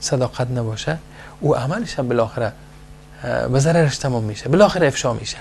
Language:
Persian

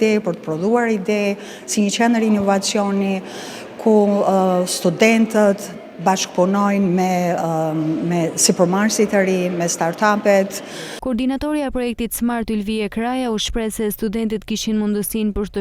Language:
Albanian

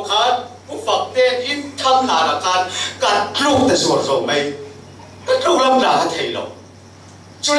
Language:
Falam Chin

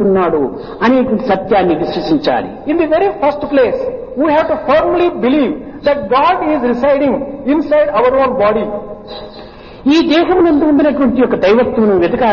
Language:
Telugu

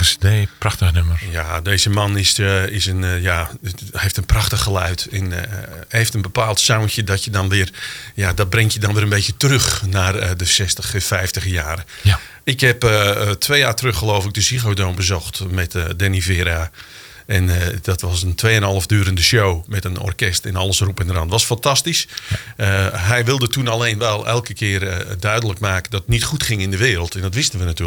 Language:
Dutch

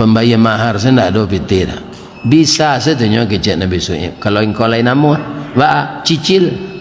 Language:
Minangkabau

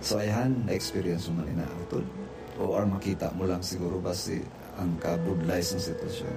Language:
Hiligaynon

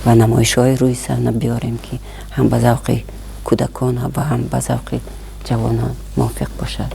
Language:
Tajik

